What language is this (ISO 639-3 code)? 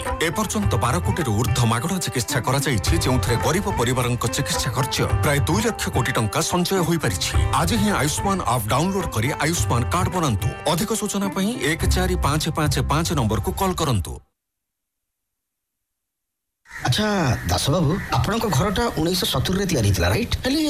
ori